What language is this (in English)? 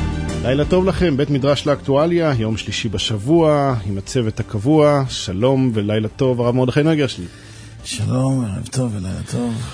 Hebrew